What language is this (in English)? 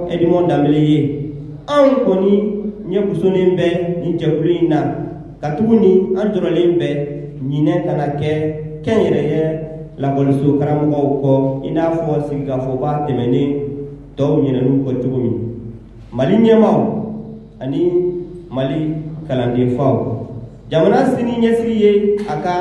Bambara